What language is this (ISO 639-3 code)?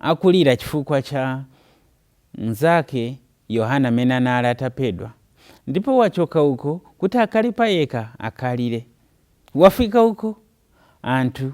nya